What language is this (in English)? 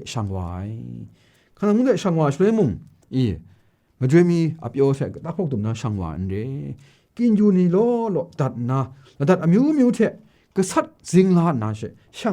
Kachin